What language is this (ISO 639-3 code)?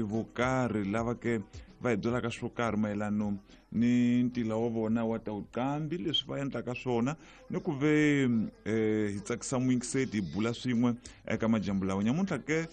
tso